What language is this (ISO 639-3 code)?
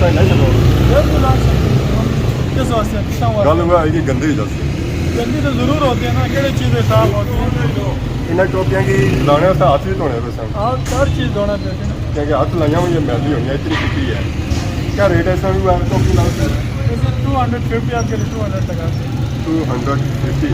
phr